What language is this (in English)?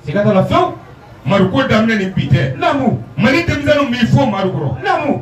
Bambara